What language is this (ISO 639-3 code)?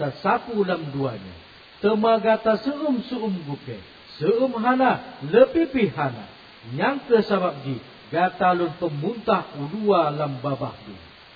ace